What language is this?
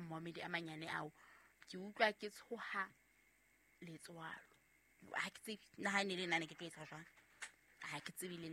Southern Sotho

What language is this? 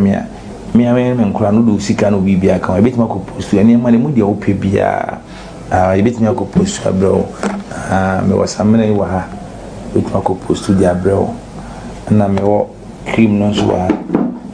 Akan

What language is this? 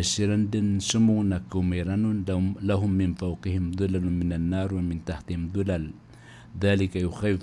Maranao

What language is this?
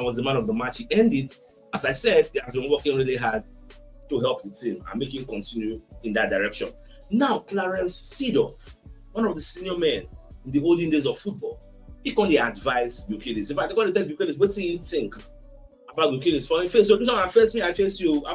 Nigerian Pidgin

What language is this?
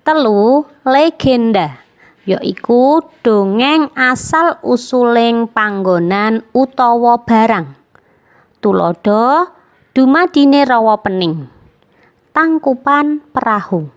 Javanese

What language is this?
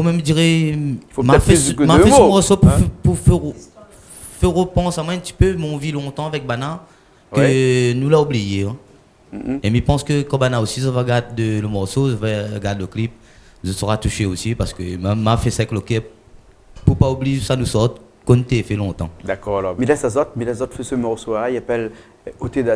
Réunion Creole French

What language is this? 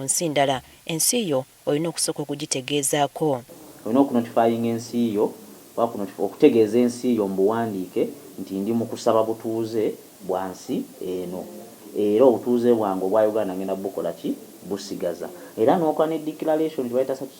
Ganda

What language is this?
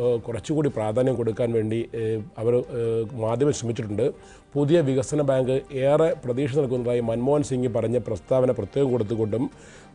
Malayalam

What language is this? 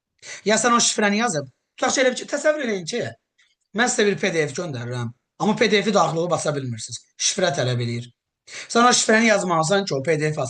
Azerbaijani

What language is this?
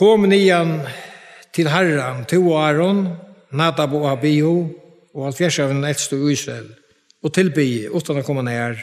Faroese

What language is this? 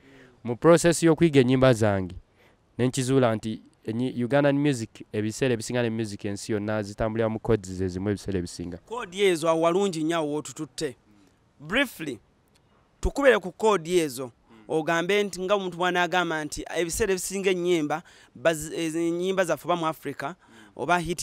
Ganda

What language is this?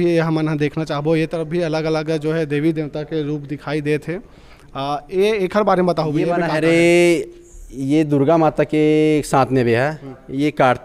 Chhattisgarhi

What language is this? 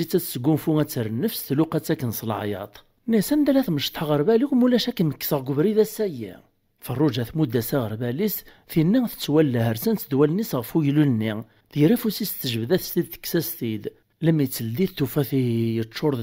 Kabyle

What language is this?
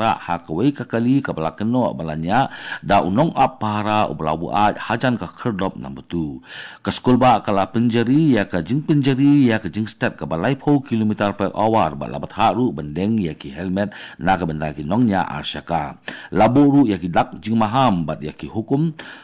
Khasi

